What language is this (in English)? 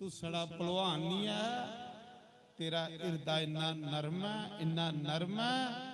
Dogri